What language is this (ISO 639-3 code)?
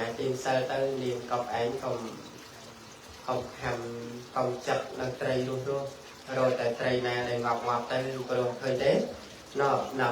khm